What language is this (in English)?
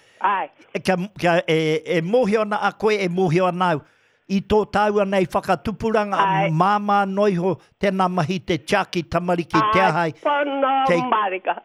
Māori